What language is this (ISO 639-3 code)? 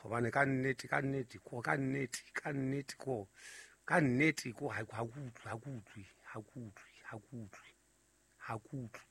sot